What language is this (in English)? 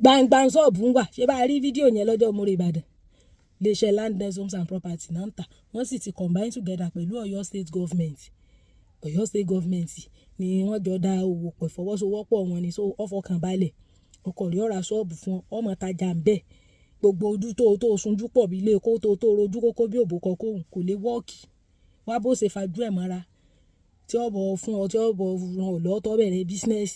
Yoruba